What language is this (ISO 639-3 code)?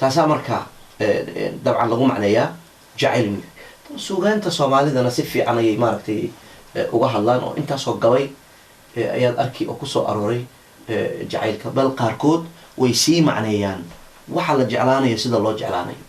som